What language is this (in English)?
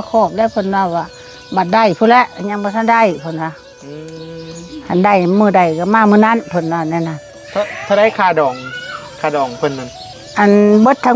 Northeastern Thai